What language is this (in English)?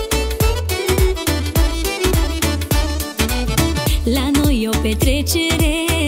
Romanian